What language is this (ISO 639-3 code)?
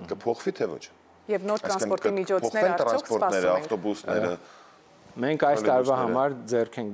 hye